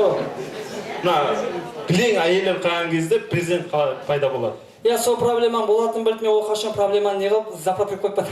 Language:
Kara-Kalpak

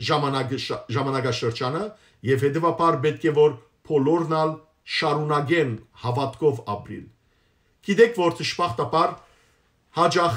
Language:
Western Armenian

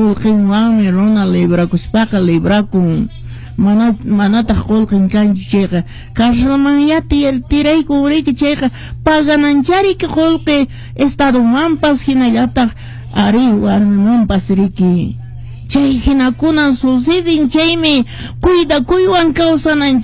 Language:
Quechua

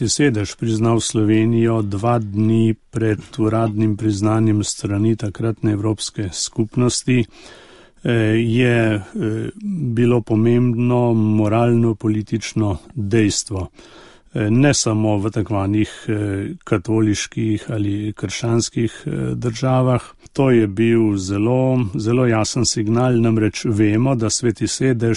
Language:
Slovenian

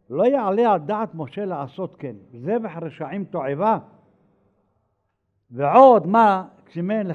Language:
Hebrew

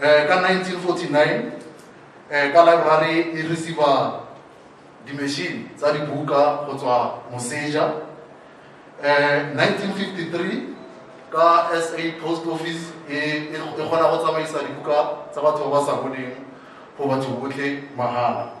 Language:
Tswana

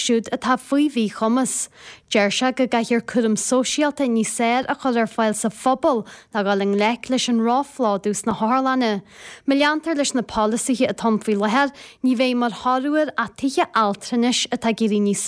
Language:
Irish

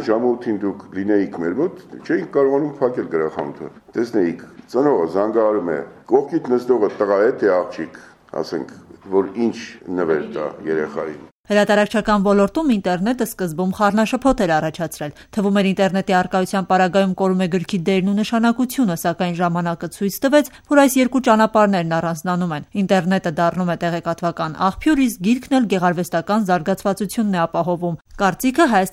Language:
Armenian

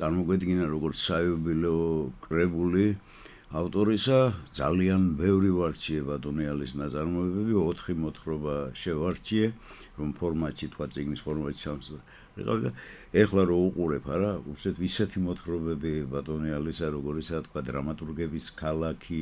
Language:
Georgian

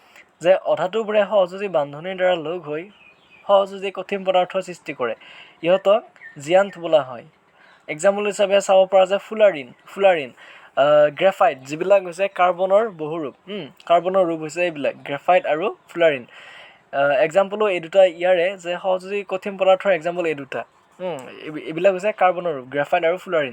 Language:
Assamese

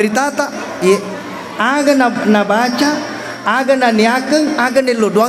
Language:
Buginese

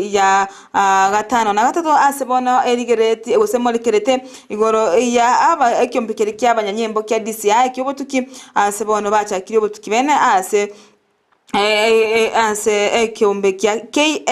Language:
Gusii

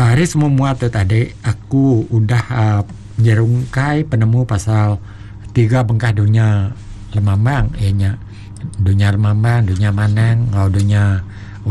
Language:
Iban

